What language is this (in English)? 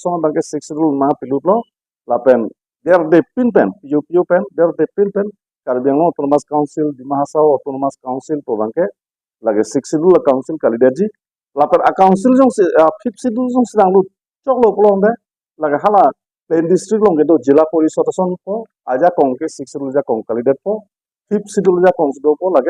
Karbi